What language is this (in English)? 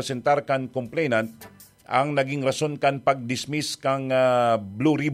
Bikol